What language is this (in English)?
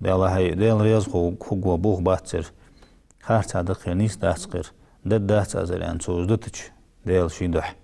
Ingush